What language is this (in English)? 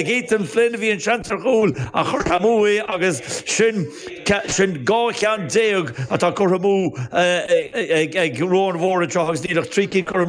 Irish